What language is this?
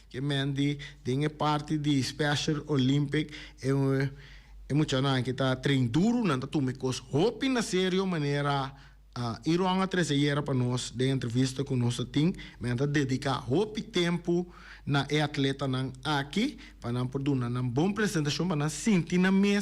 Papiamento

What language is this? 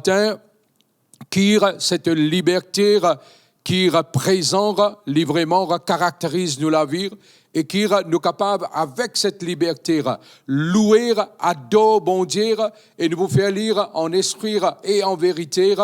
Morisyen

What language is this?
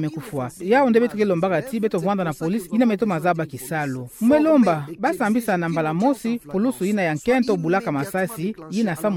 Kituba (Democratic Republic of Congo)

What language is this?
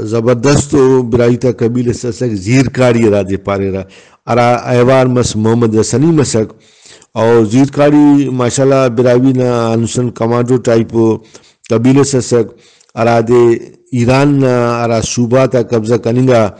Brahui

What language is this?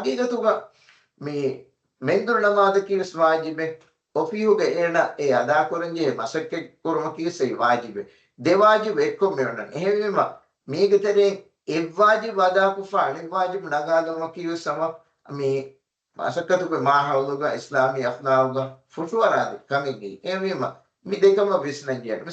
Divehi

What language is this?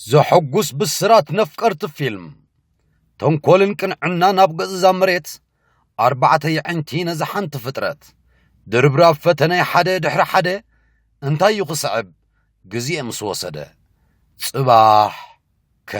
Tigrinya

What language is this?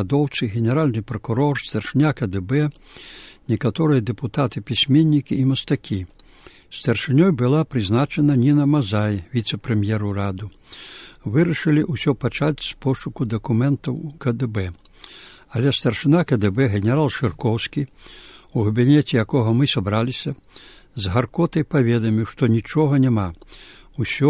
Belarusian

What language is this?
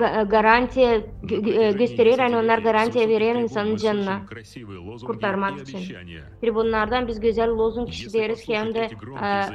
Gagauz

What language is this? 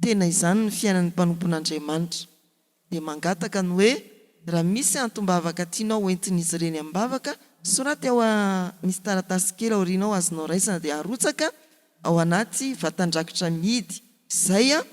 Malagasy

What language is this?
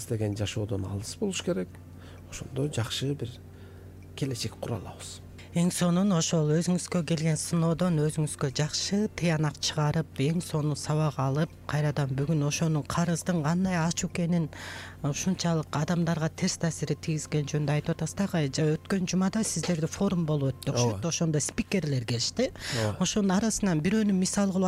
Kyrgyz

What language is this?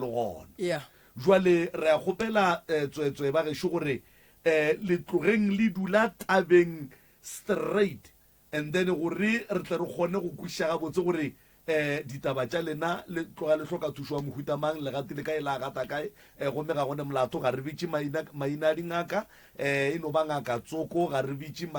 Northern Sotho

